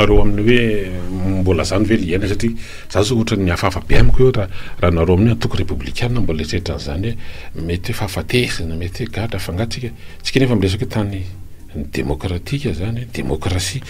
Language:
Malagasy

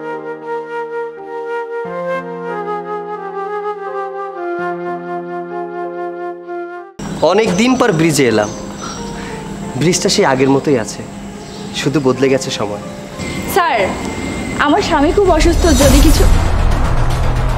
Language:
Bangla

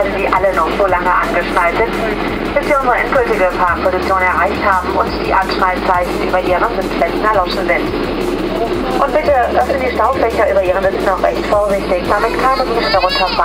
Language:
German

